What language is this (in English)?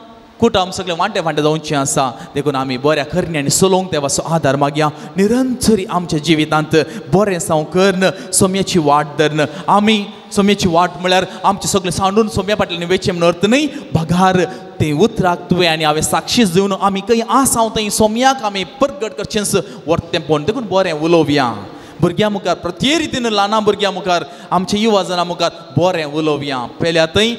Konkani